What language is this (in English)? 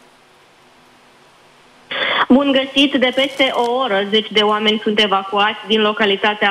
Romanian